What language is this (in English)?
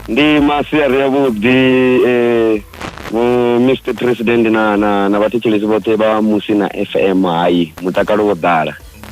Venda